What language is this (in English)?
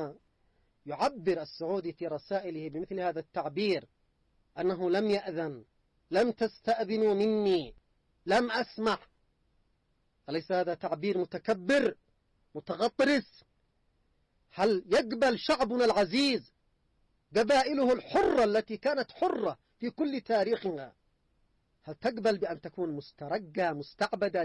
Arabic